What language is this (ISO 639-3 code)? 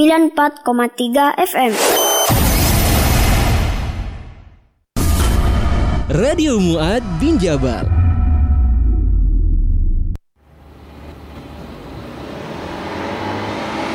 ind